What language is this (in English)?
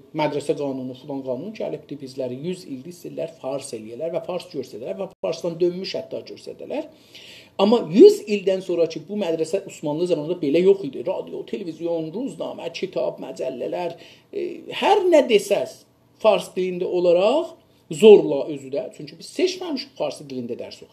South Azerbaijani